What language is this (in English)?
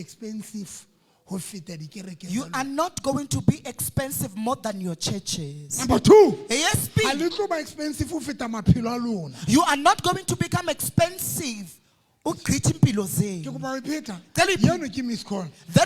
Southern Sotho